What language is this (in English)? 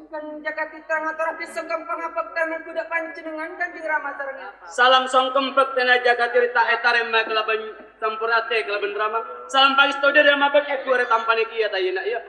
Madurese